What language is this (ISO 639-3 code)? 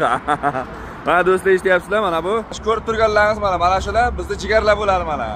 uzb